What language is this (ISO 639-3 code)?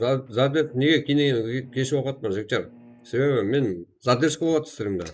kaa